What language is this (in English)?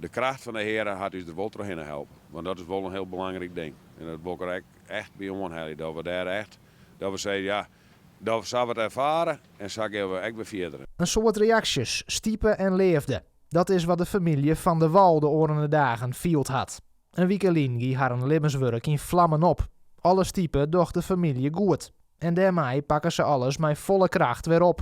Western Frisian